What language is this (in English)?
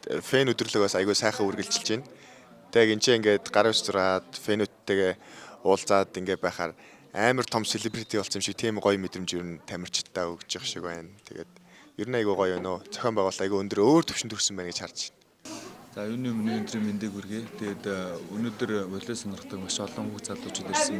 Mongolian